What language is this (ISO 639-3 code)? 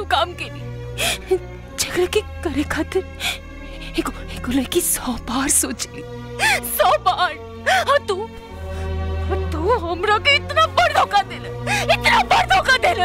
bho